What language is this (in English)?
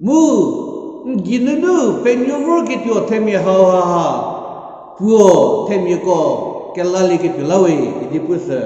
Angami Naga